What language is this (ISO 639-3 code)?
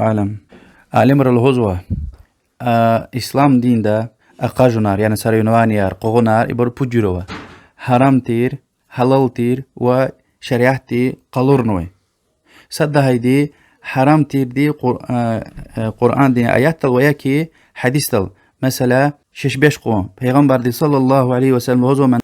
lez